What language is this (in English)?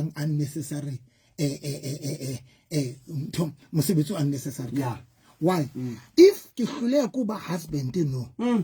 Southern Sotho